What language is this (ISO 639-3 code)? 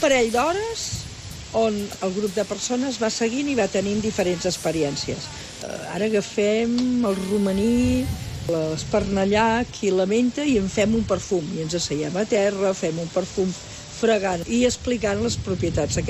cat